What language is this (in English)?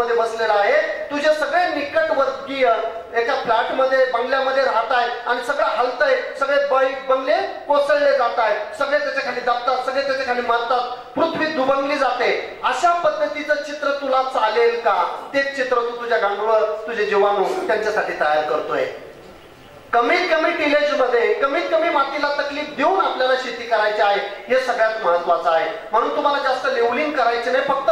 Marathi